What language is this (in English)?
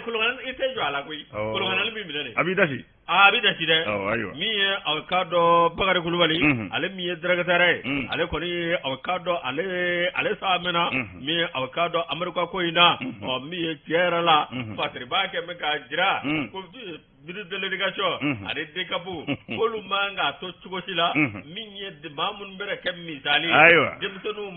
Bambara